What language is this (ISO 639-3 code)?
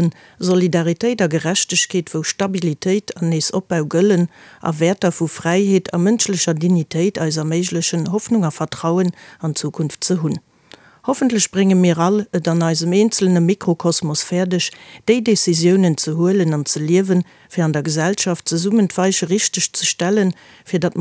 ltz